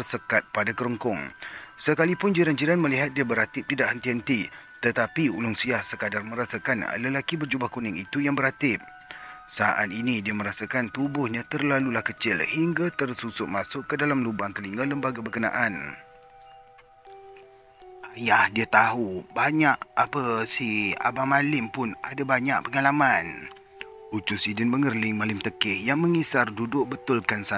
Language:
Malay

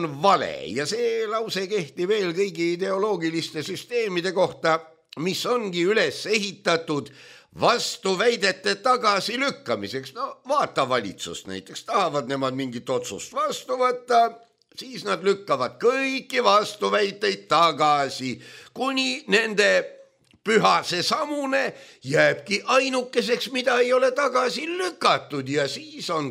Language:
Estonian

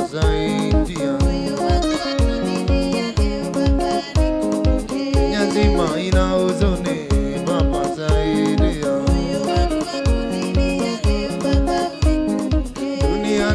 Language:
Swahili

